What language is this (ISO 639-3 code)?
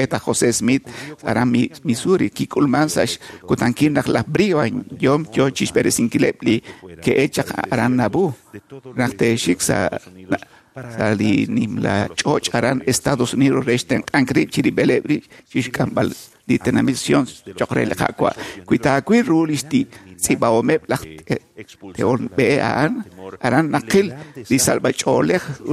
kek